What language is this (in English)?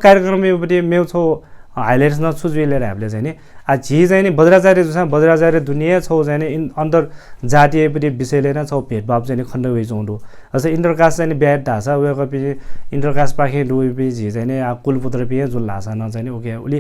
Newari